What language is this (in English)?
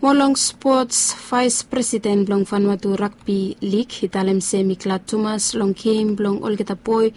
Bislama